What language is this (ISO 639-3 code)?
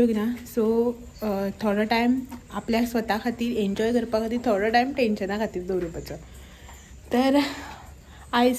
kok